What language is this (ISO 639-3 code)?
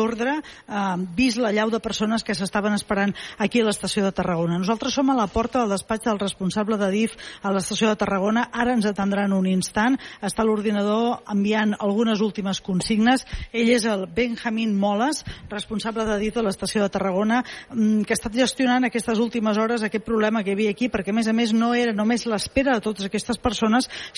cat